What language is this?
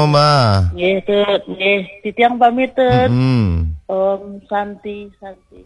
Balinese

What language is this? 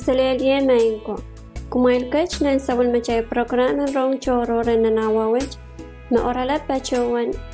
Pohnpeian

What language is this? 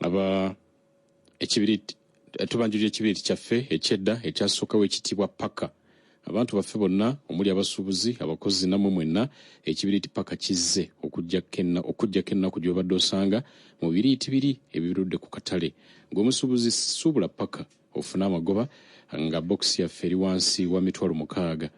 Ganda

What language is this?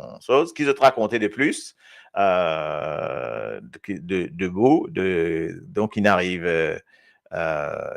Morisyen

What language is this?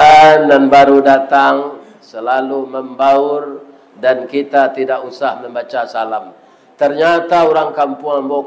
Minangkabau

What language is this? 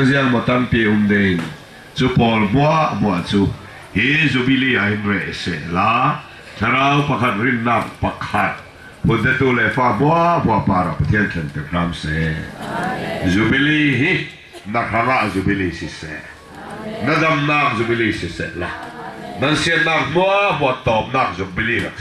Falam Chin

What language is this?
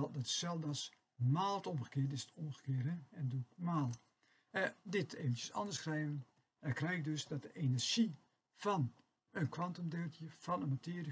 Dutch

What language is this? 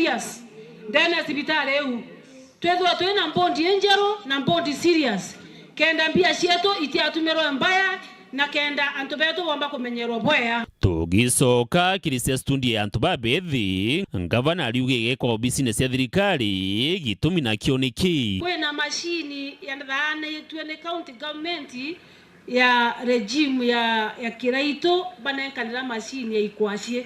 Meru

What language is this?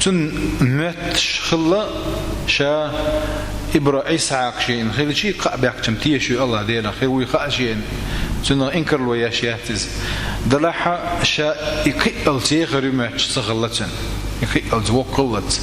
Chechen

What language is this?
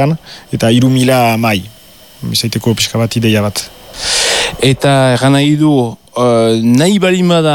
Basque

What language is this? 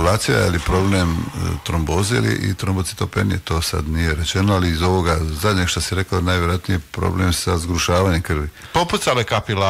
Croatian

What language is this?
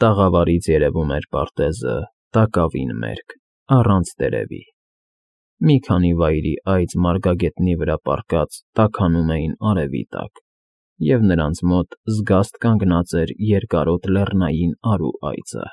Armenian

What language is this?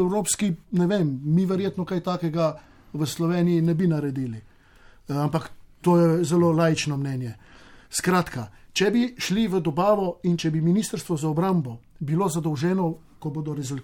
Slovenian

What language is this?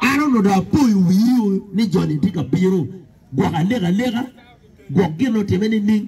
Acoli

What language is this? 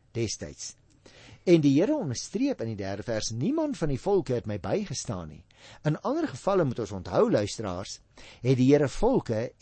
Afrikaans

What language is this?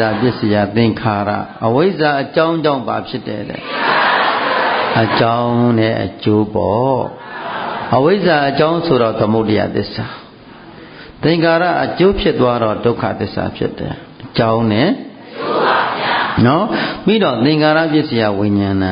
Burmese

